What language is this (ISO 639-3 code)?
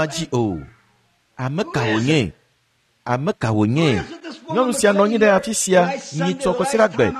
ewe